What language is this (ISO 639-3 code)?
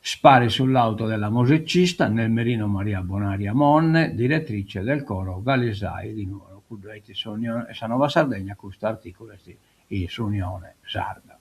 srd